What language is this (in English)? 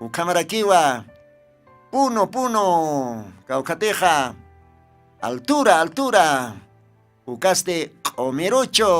Aymara